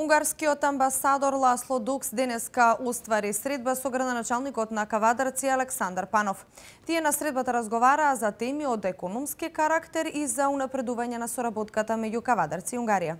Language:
Macedonian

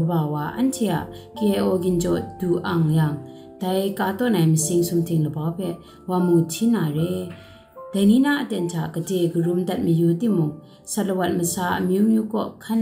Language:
Kachin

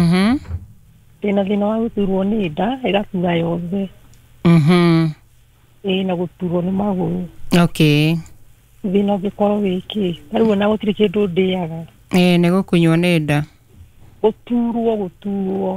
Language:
Kikuyu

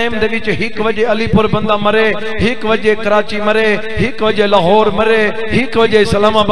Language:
Saraiki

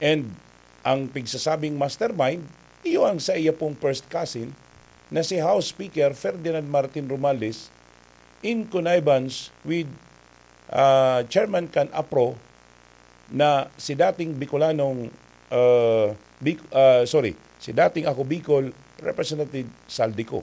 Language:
Bikol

